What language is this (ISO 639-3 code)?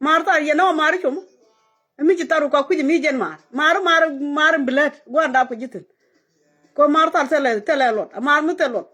nus